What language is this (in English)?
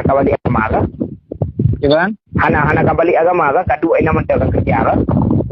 Achinese